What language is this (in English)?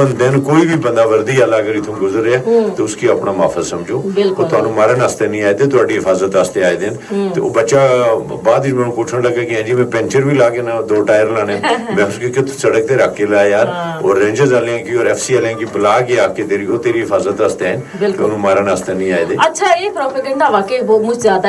Gujari